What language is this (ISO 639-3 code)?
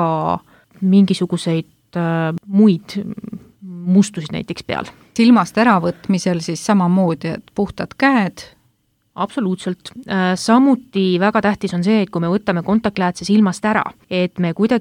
est